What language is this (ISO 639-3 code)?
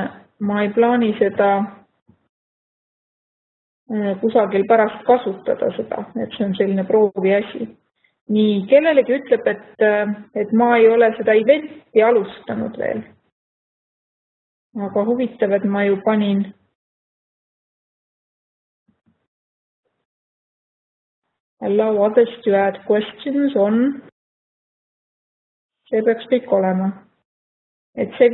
est